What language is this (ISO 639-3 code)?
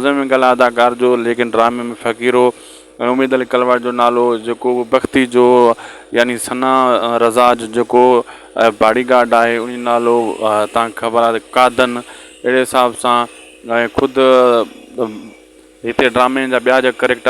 snd